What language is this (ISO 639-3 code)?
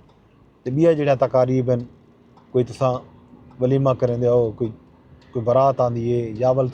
skr